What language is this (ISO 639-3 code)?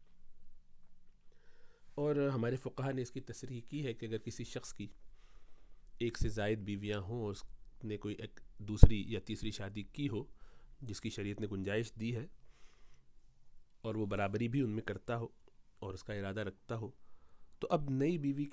urd